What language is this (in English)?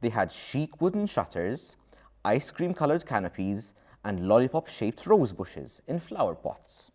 English